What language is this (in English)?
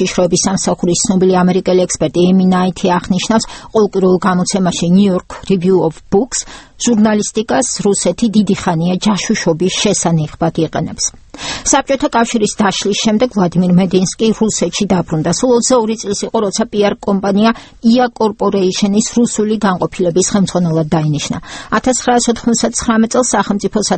Georgian